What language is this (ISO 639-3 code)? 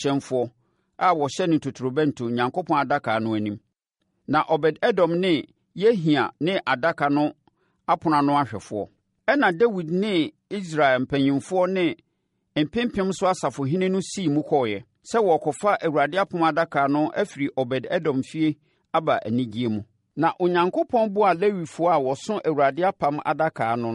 aka